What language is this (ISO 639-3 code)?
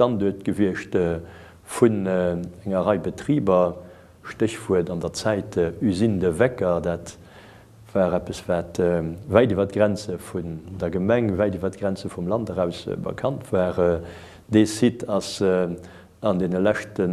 ltz